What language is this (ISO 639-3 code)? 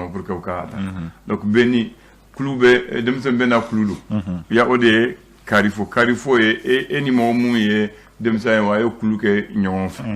bam